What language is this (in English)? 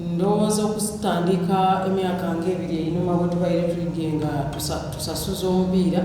Soga